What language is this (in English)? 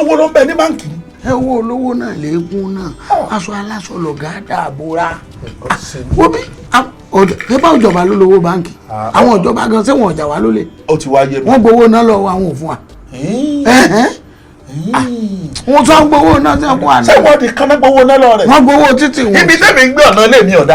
Yoruba